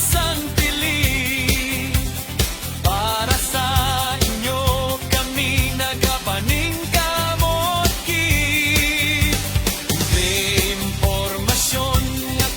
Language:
Hiligaynon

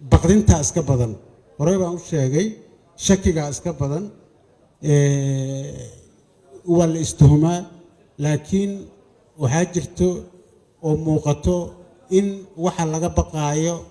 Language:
Somali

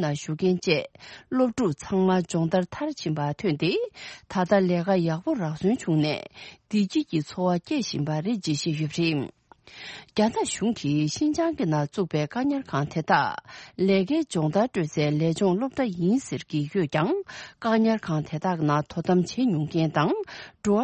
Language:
Tibetan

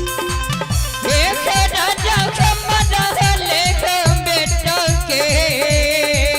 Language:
Maithili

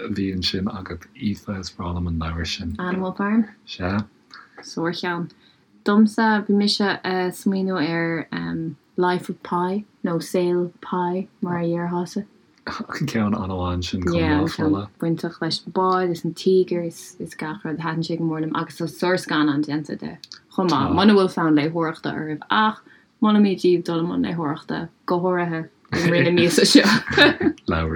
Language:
Irish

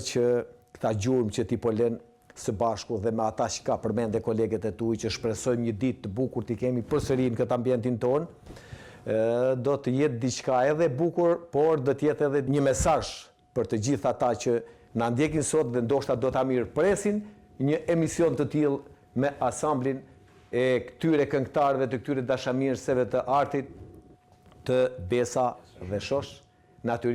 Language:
Albanian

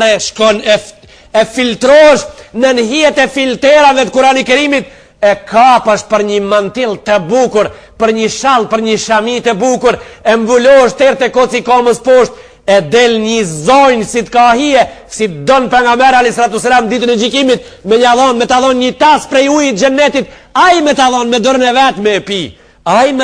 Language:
Albanian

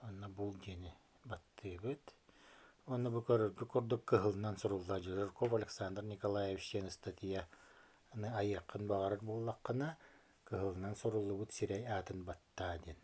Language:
Yakut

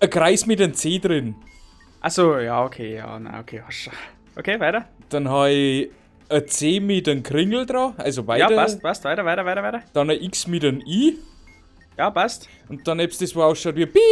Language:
Bavarian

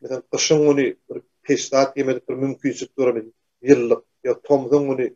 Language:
Turkmen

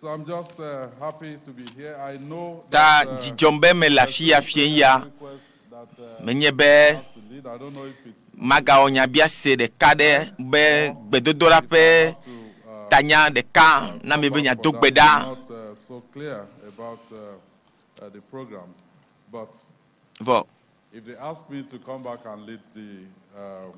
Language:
Ewe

